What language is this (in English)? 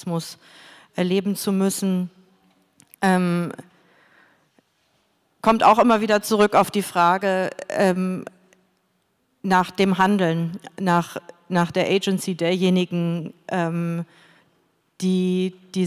German